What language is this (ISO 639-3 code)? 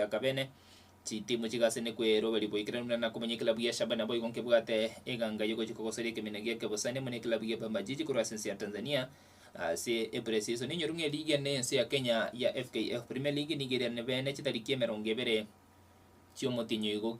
guz